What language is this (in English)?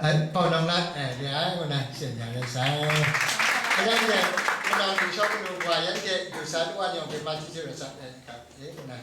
Kachin